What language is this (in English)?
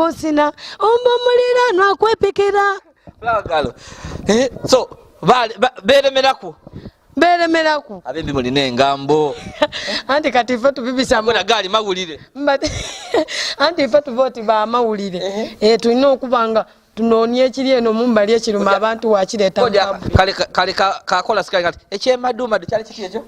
Soga